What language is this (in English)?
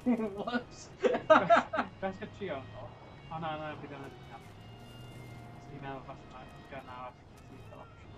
Welsh